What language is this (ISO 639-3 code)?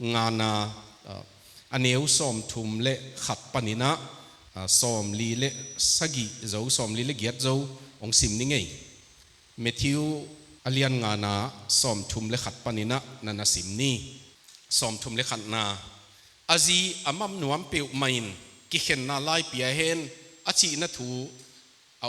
ctd